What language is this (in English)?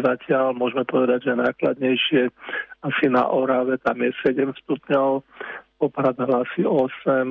Slovak